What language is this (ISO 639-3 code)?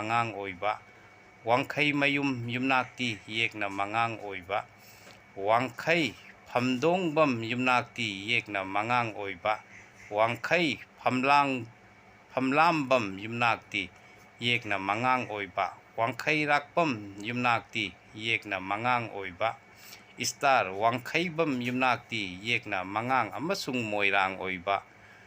mni